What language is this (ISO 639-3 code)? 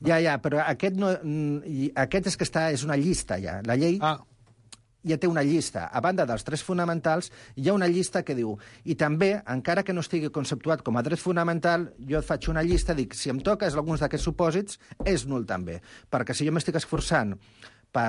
cat